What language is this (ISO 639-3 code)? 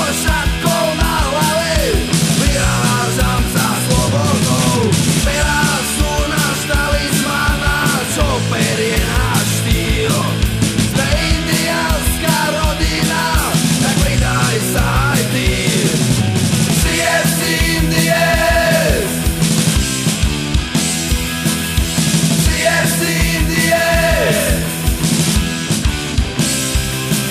slk